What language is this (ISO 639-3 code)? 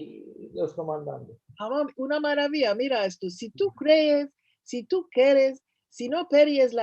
lad